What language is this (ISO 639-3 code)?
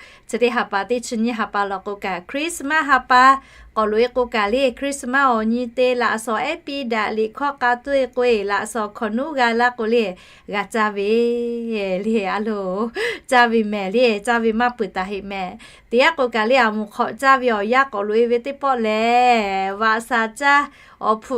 lhu